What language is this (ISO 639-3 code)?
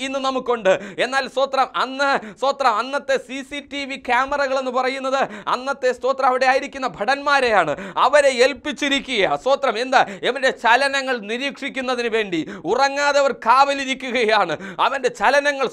mal